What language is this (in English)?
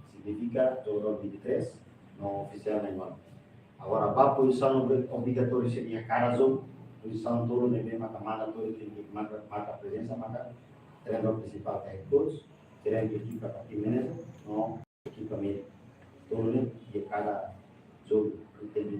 Tetum